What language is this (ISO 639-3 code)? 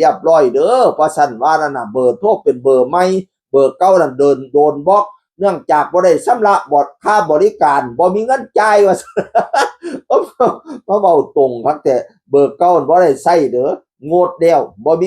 tts